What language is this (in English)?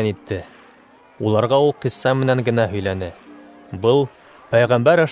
Bashkir